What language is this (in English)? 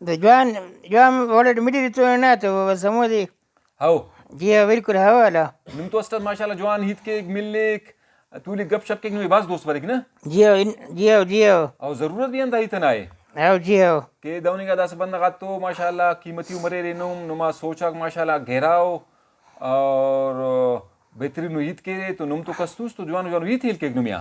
Brahui